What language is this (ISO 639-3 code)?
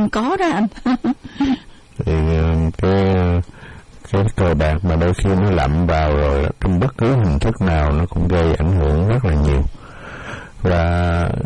vie